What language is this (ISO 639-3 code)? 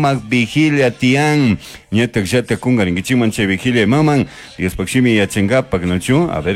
qug